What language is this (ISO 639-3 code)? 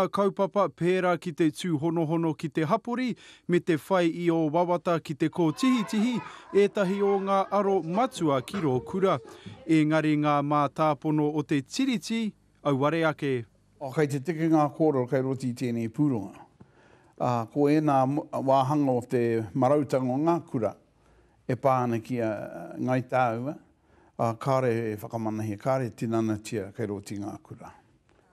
mri